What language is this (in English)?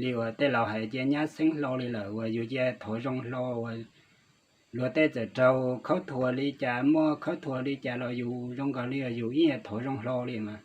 Hmong